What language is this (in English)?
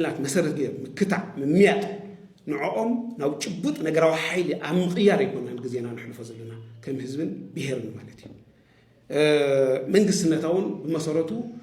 Tigrinya